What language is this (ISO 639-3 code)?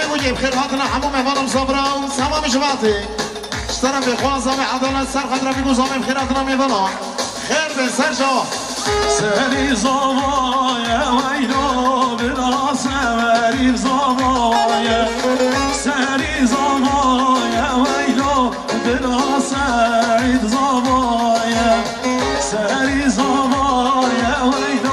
kur